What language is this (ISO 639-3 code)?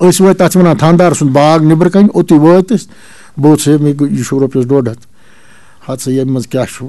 kas